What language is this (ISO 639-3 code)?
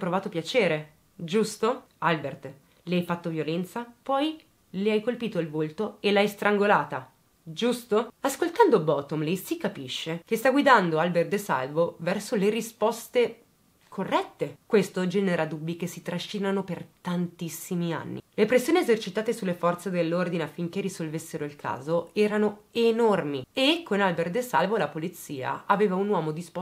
ita